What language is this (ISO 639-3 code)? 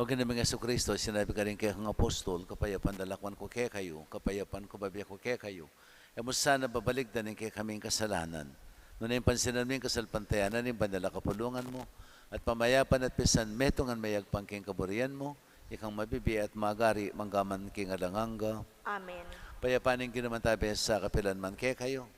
pam